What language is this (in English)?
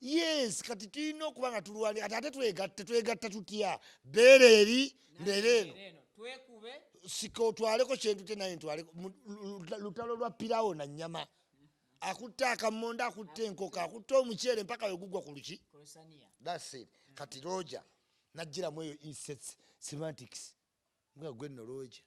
Ganda